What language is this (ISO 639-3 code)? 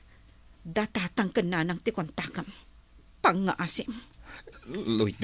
ilo